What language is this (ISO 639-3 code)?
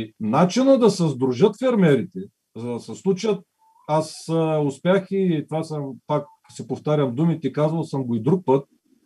bul